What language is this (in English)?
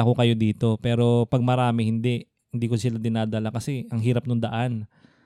Filipino